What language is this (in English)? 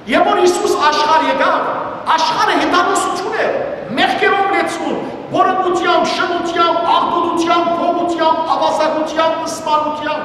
Western Armenian